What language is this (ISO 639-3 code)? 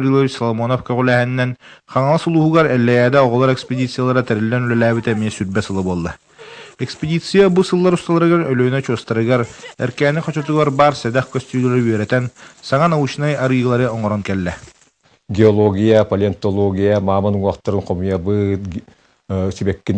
sah